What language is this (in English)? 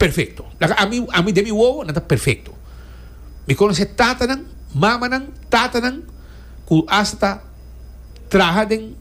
Papiamento